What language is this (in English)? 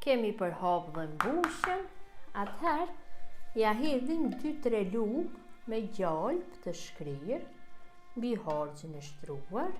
Albanian